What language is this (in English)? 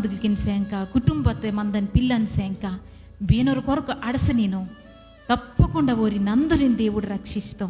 Koya